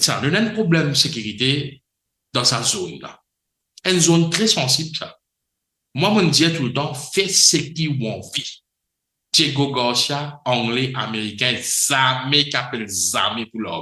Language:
Morisyen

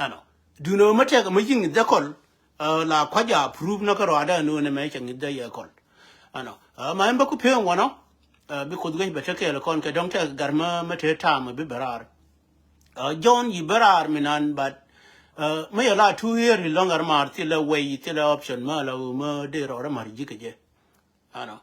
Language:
Nuer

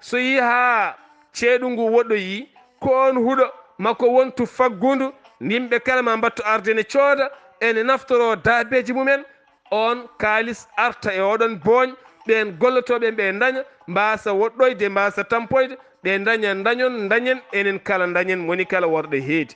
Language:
Fula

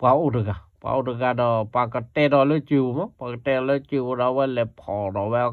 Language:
S'gaw Karen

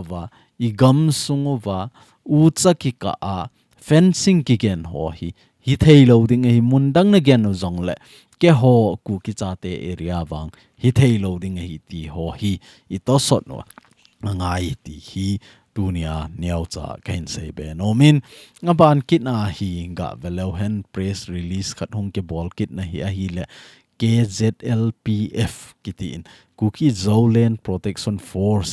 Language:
Thado Chin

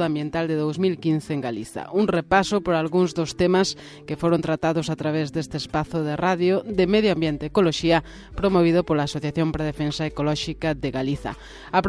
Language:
Galician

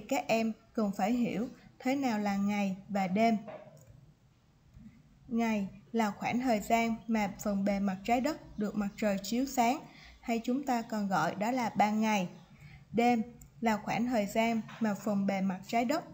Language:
Vietnamese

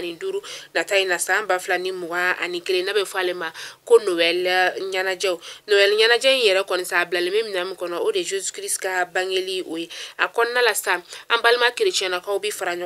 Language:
Bambara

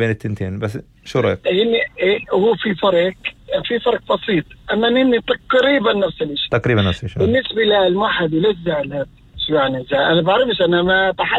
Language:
North Levantine Arabic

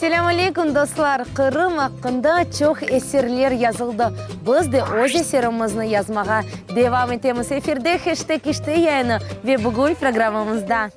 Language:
Crimean Tatar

